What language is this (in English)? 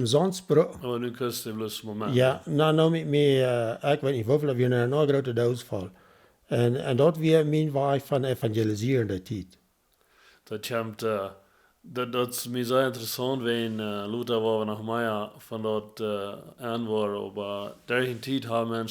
Plautdietsch